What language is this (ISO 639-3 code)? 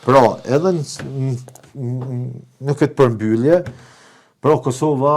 sqi